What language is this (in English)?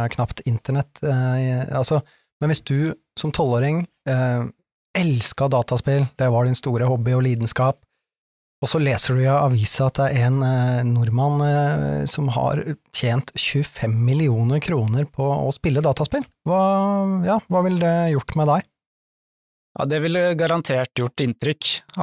Norwegian